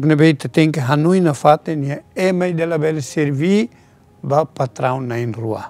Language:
Tetum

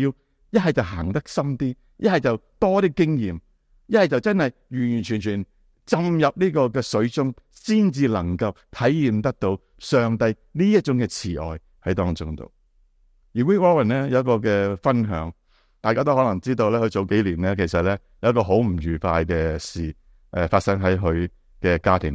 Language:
Cantonese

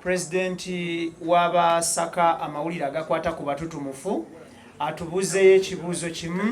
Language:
Ganda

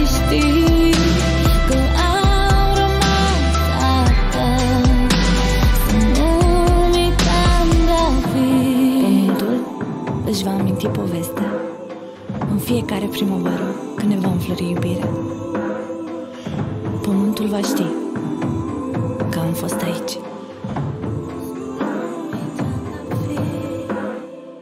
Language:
Romanian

